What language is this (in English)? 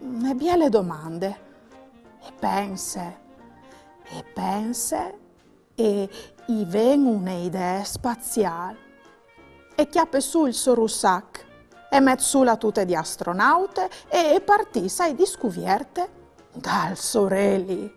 Friulian